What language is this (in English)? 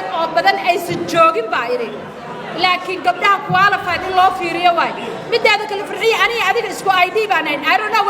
Somali